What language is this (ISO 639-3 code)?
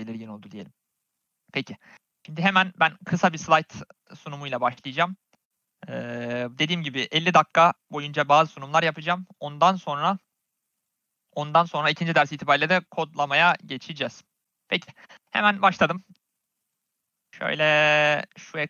tur